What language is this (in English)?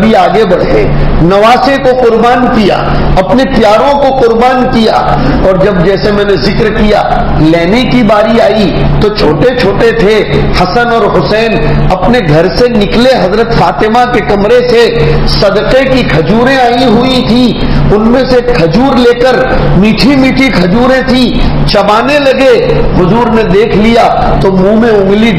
Urdu